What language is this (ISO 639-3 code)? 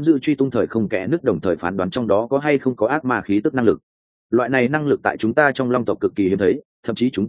vie